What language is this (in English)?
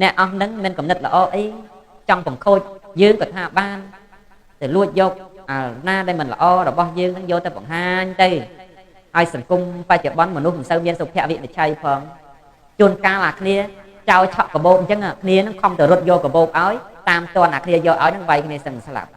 Khmer